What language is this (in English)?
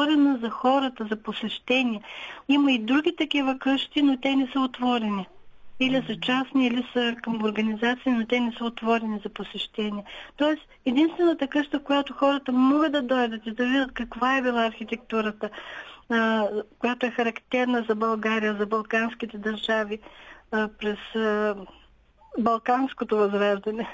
Bulgarian